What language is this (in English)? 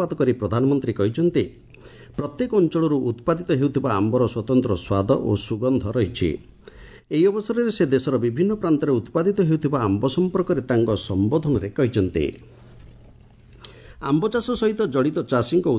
Odia